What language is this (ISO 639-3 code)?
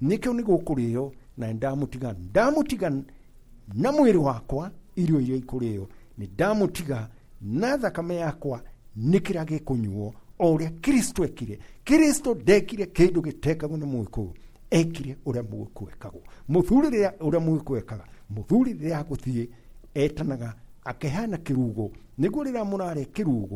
kik